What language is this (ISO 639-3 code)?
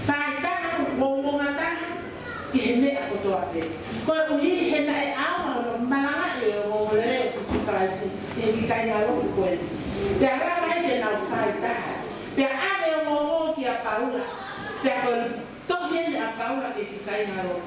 ton